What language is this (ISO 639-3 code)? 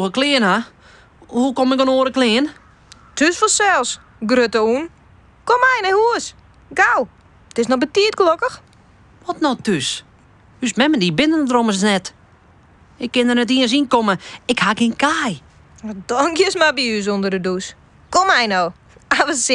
fry